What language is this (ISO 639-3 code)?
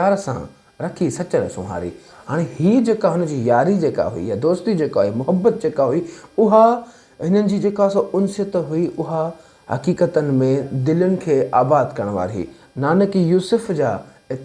snd